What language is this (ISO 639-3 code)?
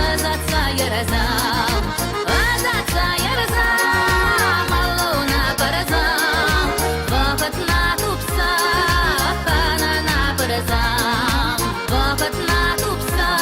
chv